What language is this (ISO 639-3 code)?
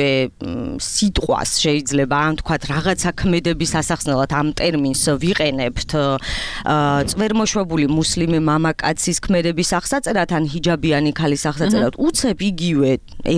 kat